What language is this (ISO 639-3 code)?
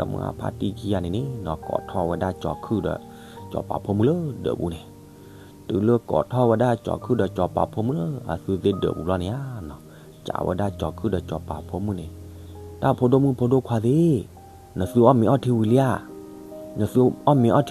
ksw